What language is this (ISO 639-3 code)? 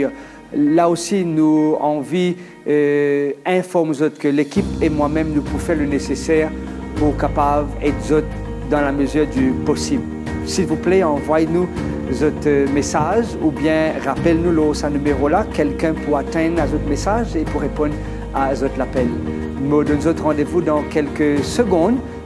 mfe